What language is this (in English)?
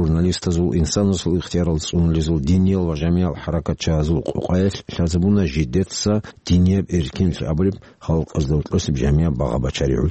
Avaric